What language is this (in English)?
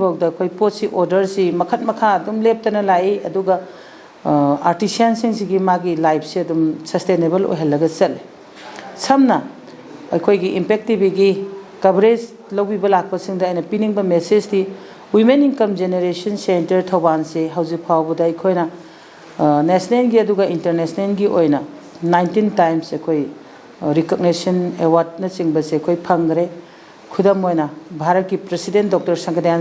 Manipuri